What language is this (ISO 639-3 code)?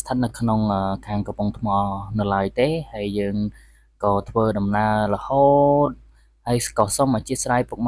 khm